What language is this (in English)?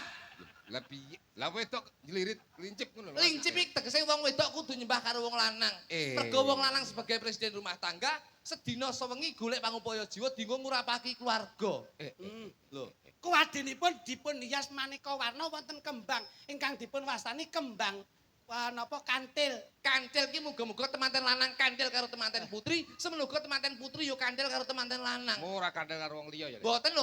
Javanese